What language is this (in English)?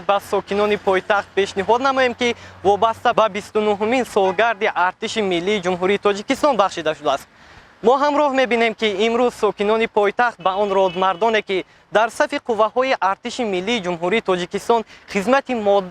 Tajik